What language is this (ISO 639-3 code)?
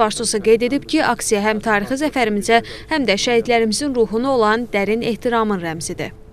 aze